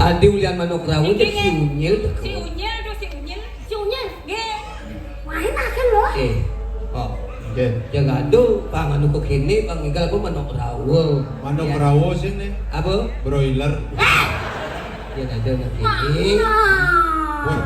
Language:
Balinese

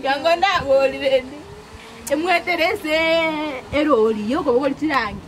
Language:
Gusii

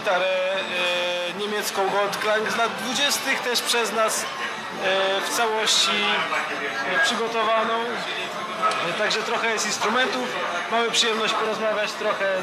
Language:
Polish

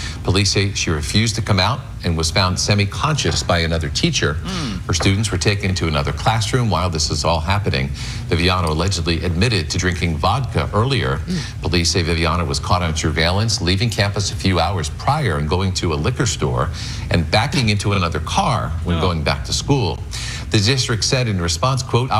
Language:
English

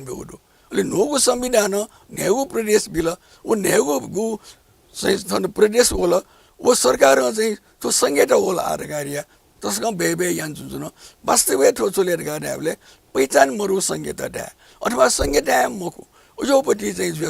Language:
Newari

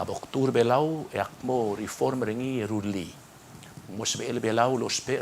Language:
Palauan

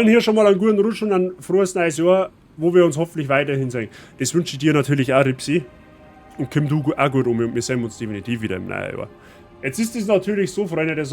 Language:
Bavarian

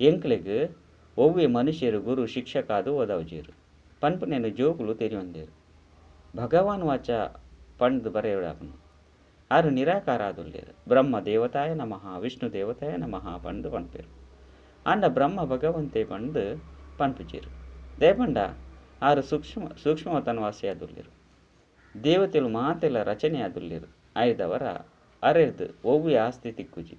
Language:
Tulu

